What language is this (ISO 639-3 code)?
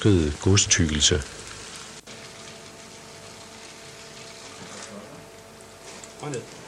dan